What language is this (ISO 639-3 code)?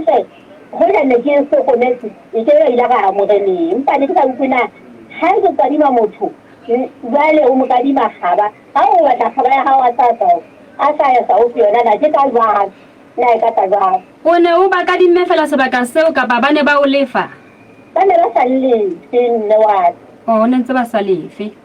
sot